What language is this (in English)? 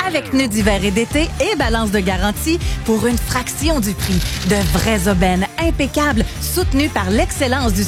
French